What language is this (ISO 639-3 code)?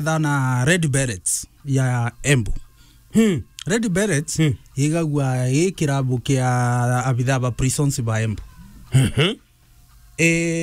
mer